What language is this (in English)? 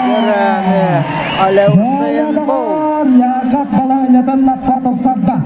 Yakut